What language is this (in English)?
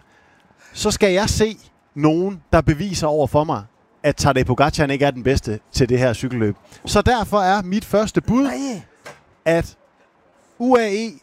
Danish